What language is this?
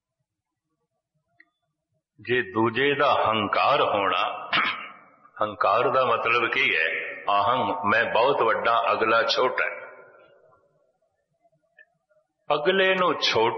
Punjabi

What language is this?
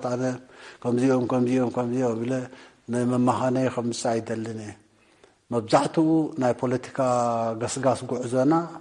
Tigrinya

